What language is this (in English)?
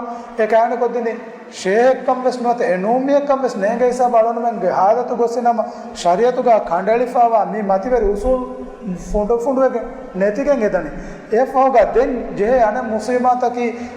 Divehi